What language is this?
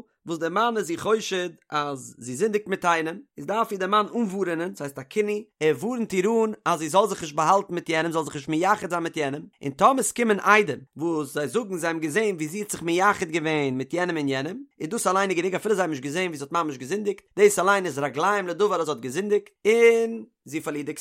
Yiddish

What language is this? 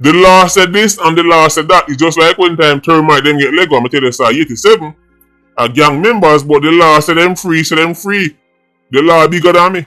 Jamaican Creole English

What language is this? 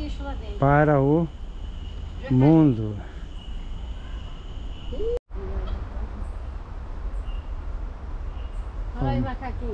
Portuguese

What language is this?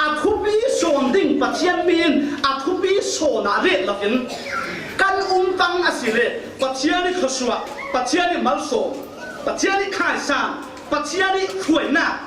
Falam Chin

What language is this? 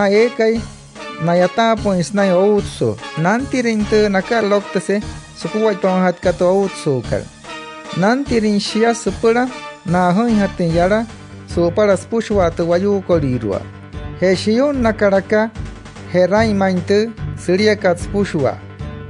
Wayuu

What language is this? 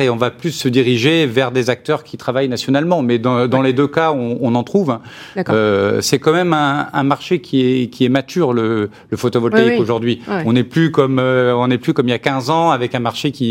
French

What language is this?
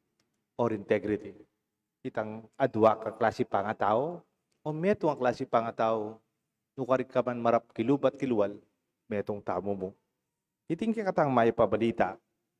Pampanga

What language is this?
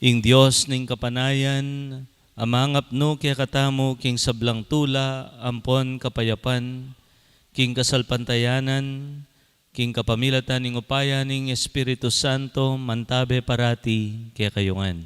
Pampanga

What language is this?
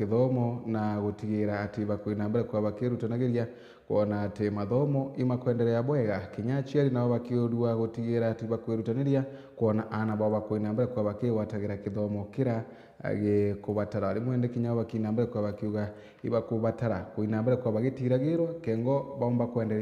Meru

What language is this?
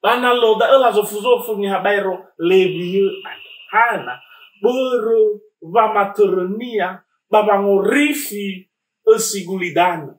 Nias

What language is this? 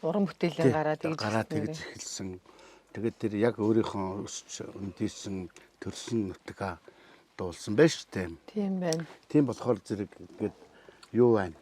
Mongolian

